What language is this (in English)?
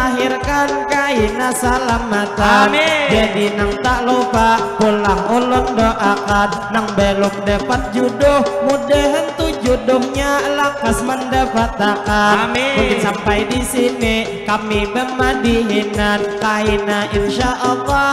Banjar